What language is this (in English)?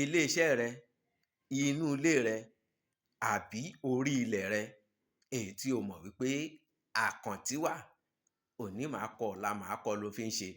Yoruba